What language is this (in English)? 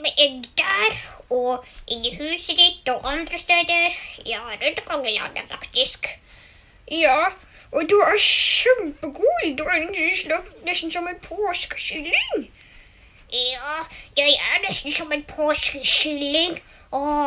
Norwegian